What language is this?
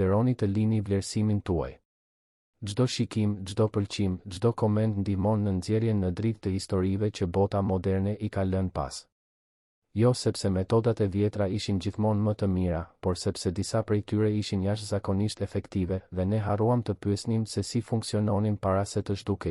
Albanian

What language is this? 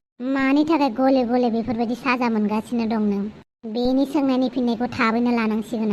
Bodo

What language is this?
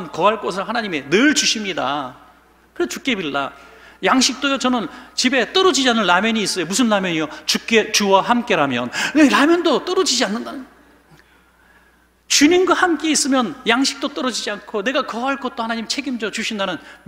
Korean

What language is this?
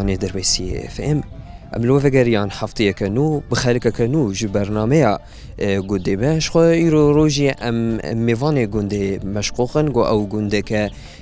Kurdish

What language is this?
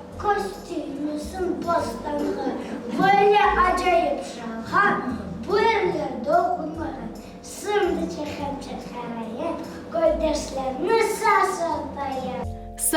Crimean Tatar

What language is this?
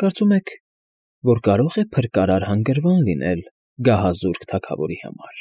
Armenian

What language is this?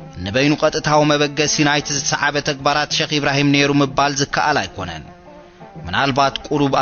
Tigrinya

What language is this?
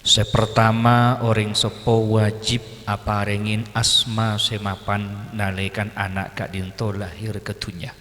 Madurese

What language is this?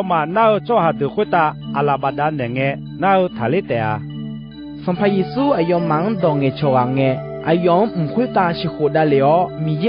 Akha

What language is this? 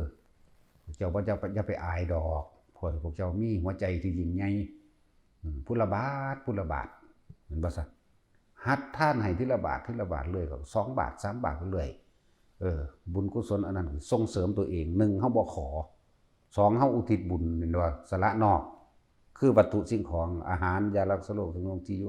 Northeastern Thai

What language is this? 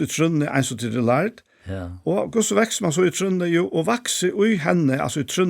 Faroese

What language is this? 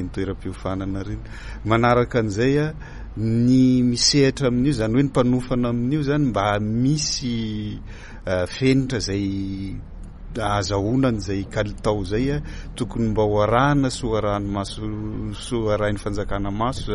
Malagasy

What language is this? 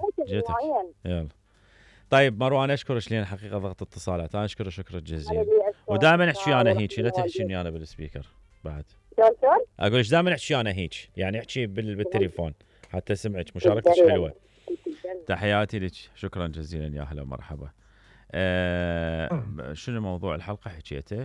Mesopotamian Arabic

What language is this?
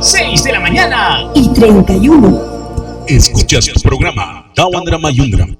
Mískito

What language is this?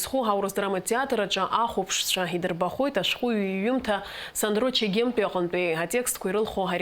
Abkhazian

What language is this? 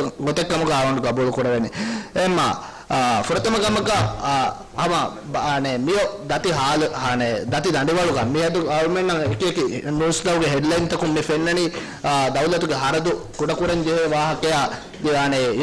Divehi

